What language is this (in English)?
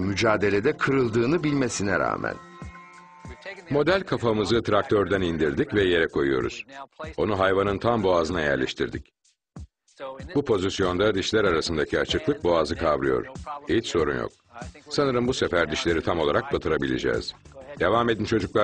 Turkish